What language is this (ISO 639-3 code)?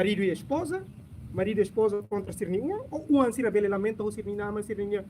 tet